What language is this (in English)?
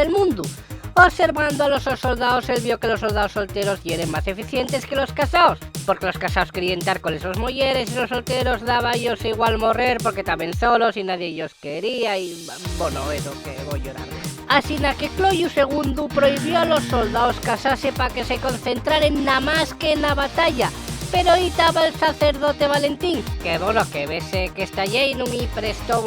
Asturian